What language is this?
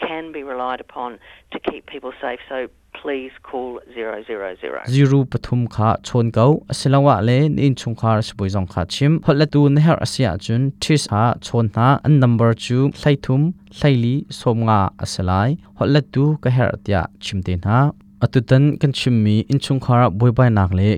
Hakha Chin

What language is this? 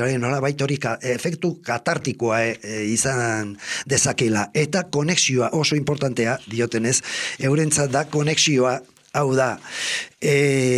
Basque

